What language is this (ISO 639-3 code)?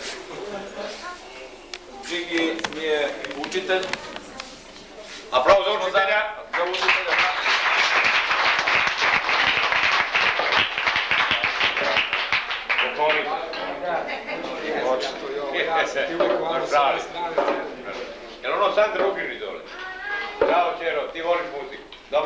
srp